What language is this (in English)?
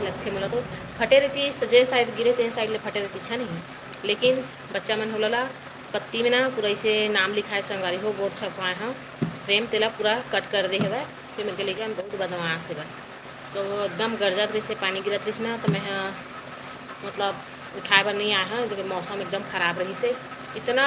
Chhattisgarhi